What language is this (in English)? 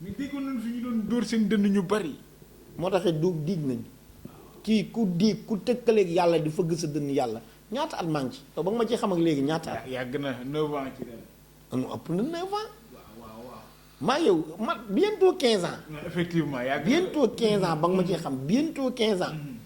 Wolof